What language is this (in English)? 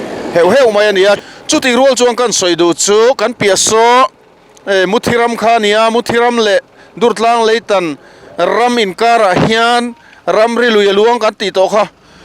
Mizo